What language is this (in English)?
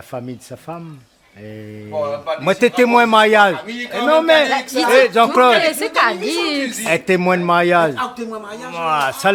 Réunion Creole French